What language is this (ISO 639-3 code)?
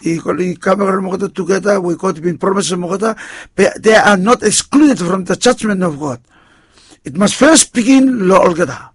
bis